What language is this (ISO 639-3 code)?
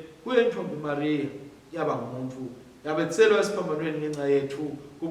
ssw